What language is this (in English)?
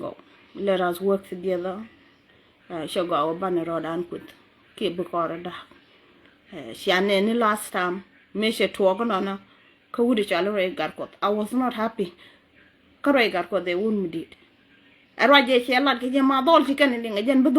Nuer